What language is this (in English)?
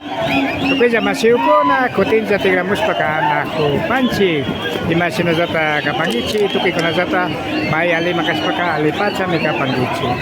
Imbabura Highland Quichua